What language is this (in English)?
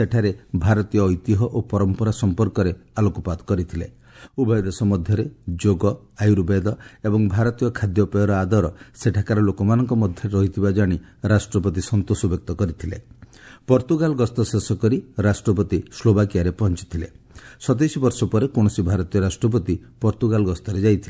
Odia